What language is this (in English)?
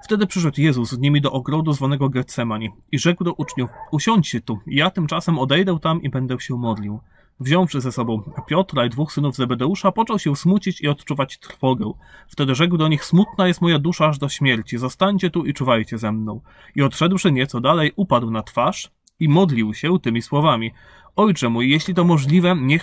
Polish